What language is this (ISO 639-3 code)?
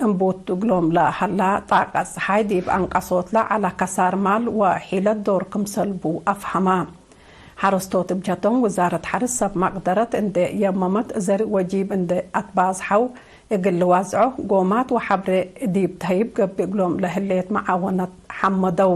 tig